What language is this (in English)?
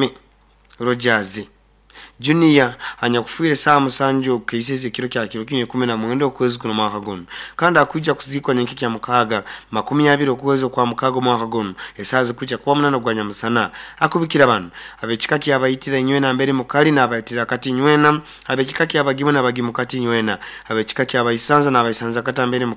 Nyoro